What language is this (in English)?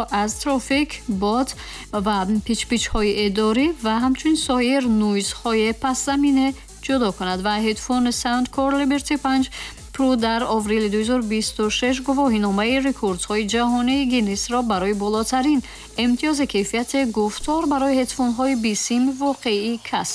Tajik